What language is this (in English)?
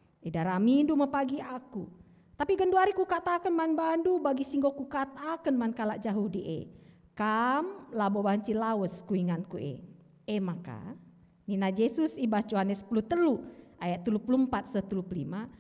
Batak Karo